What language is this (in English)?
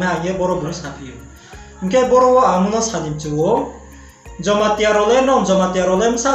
Riang (India)